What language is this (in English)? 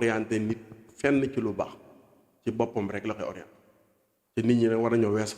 Wolof